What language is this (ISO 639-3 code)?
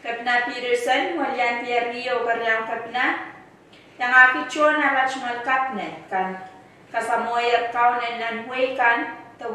pon